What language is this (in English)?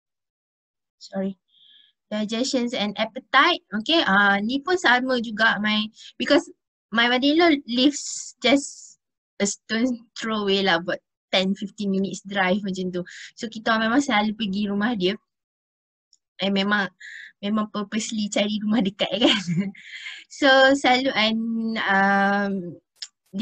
Malay